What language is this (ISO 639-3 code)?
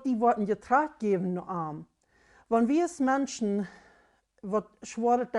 pdt